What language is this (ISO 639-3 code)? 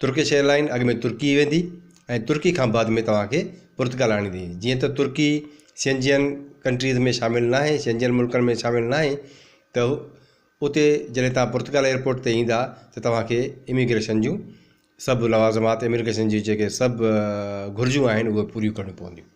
snd